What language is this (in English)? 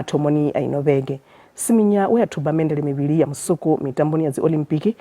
Venda